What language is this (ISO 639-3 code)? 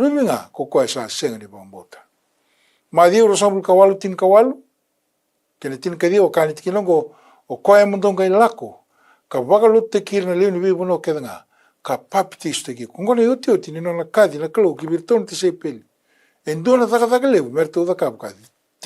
fij